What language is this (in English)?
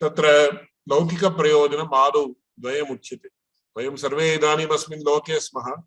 Sanskrit